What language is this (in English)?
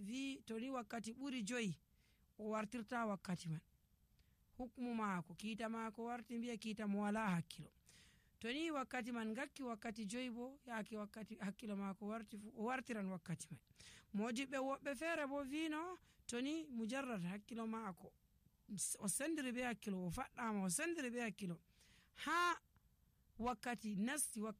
Nigerian Fulfulde